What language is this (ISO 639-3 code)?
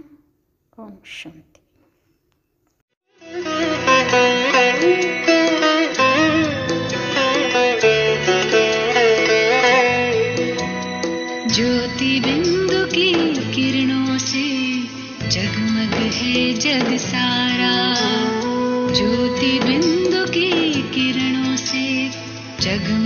kan